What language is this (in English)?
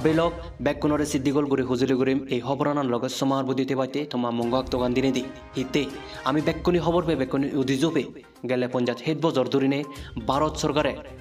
Chakma